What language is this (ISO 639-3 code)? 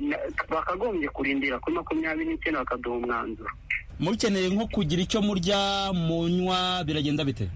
kin